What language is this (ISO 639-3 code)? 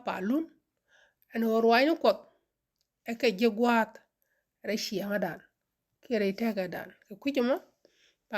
nus